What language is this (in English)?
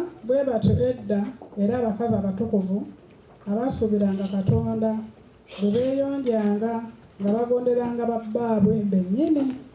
Ganda